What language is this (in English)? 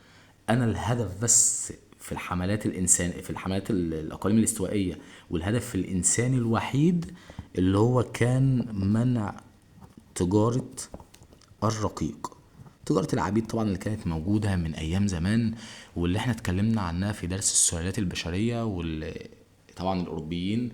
Egyptian Arabic